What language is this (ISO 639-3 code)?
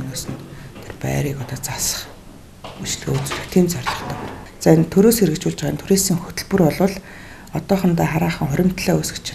mon